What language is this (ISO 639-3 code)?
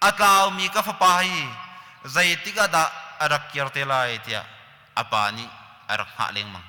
cnh